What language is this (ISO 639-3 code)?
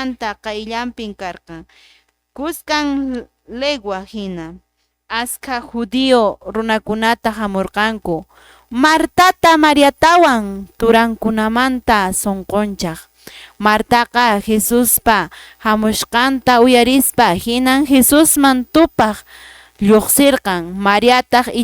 que